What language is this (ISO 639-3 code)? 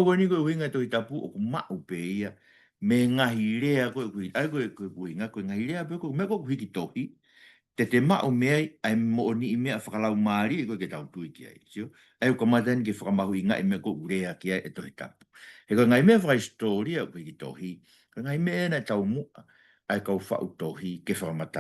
ton